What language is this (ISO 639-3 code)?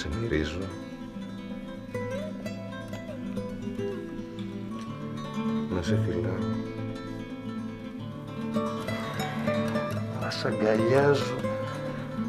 ell